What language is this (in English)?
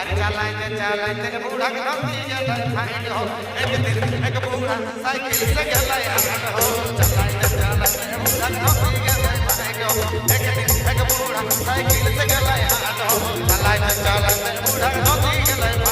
Sadri